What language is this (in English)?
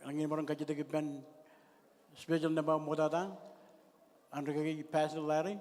Marshallese